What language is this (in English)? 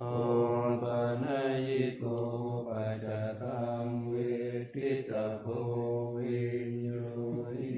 Pali